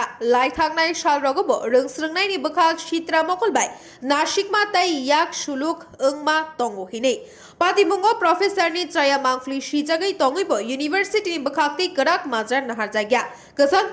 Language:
Kok Borok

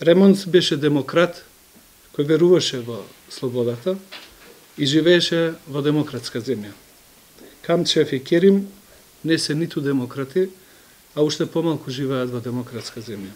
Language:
Macedonian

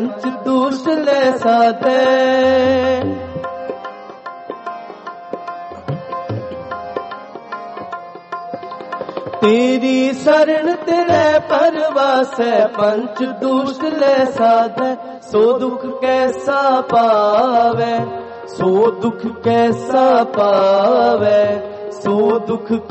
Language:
Hindi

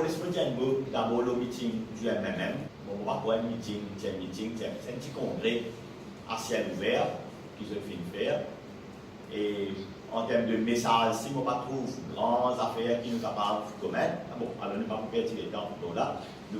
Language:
Morisyen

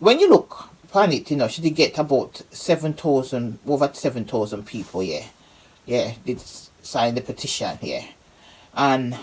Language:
Jamaican Creole English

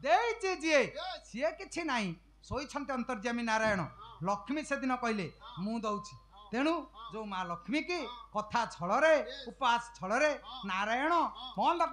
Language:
Odia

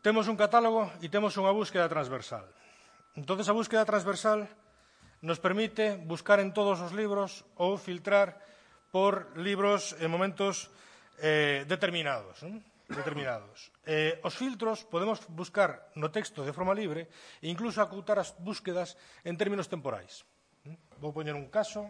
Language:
Galician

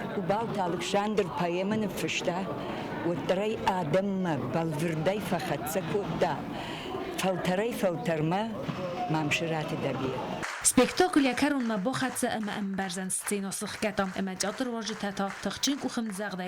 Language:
Ossetic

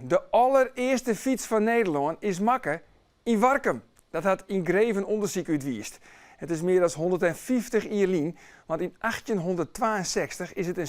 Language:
Western Frisian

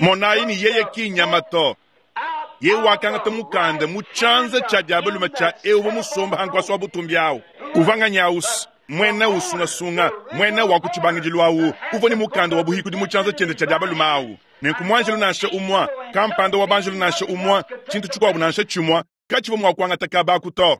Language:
Luba-Lulua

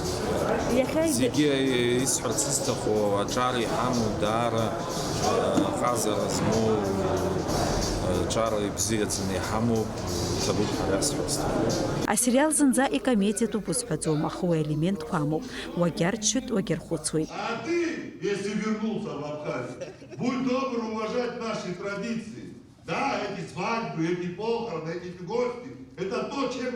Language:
Abkhazian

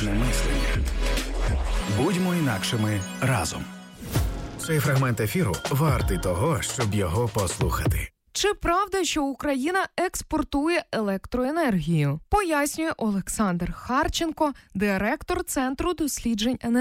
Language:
Ukrainian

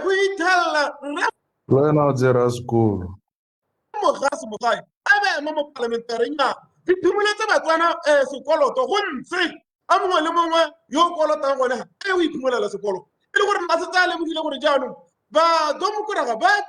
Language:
Tswana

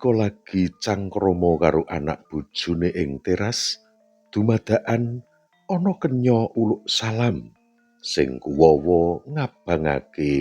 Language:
Javanese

